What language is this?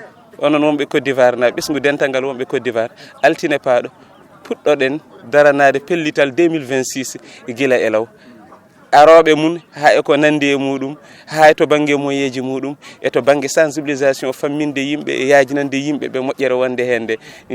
Fula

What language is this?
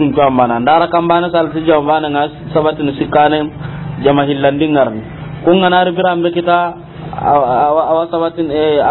Soninke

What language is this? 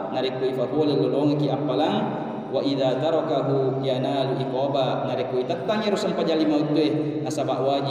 Buginese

